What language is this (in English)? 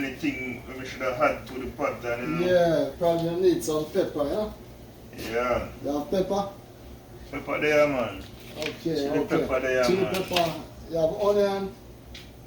Jamaican Creole English